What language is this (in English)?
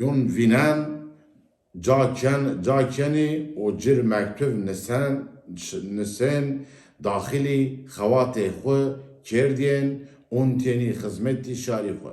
Zaza